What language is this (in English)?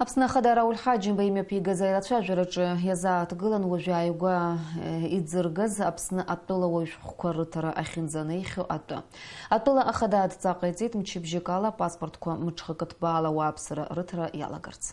Abkhazian